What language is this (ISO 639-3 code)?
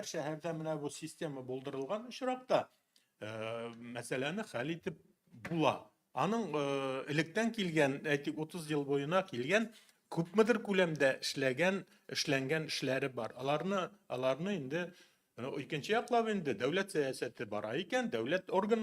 tat